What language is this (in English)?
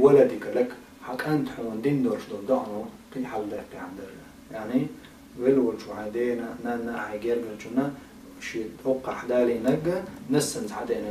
Chechen